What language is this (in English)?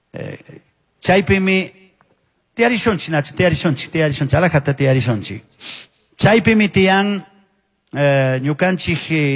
Chimborazo Highland Quichua